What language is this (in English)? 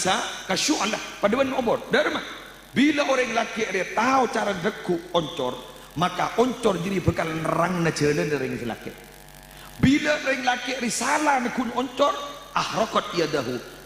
Madurese